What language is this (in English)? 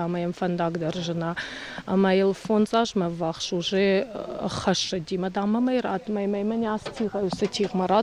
Ossetic